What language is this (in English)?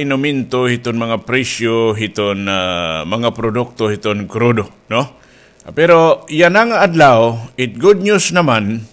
Waray